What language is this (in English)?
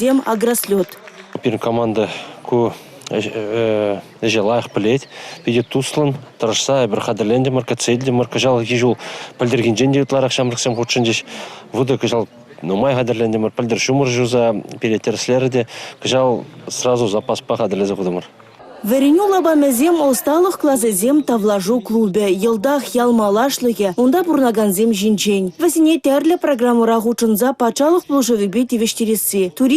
Chuvash